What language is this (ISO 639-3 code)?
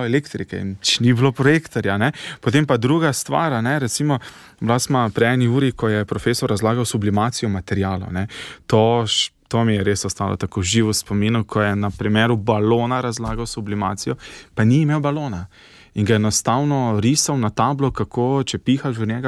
slv